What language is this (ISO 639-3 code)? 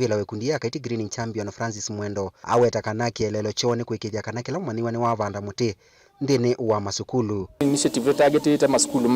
kam